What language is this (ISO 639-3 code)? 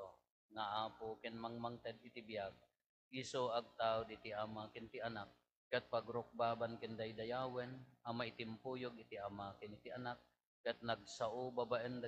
ilo